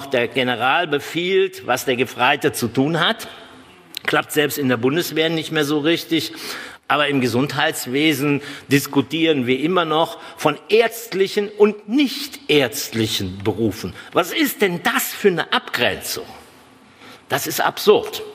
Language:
German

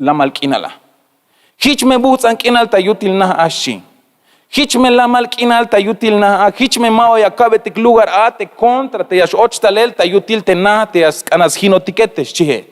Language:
Tzeltal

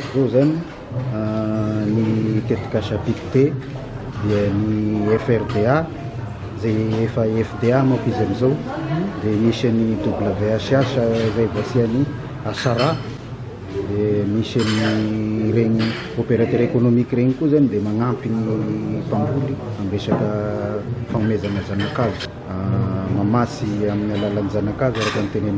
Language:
Malagasy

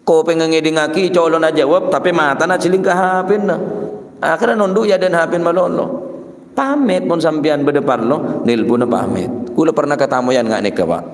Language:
Madurese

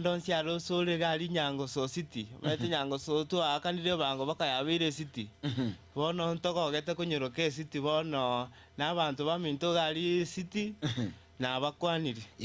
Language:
Gusii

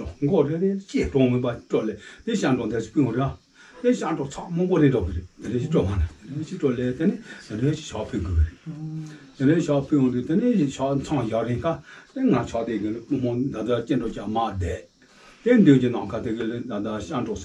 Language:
Tibetan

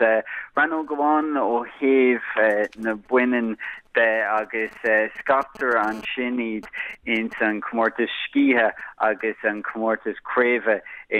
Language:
Irish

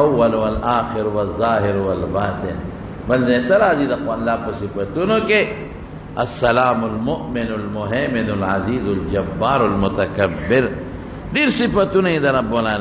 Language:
Pashto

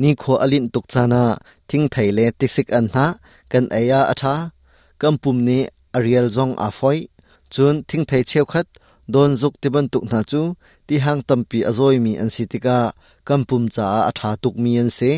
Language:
Hakha Chin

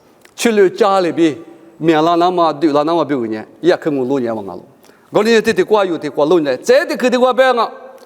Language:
Lisu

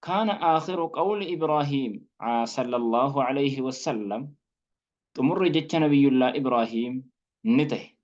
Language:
Oromo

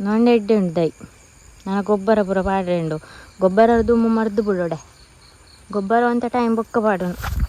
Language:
Tulu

